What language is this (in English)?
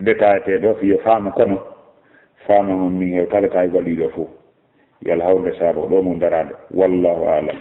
Fula